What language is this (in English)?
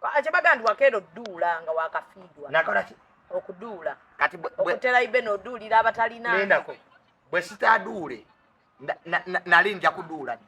Ganda